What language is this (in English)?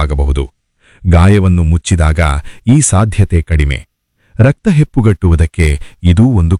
Kannada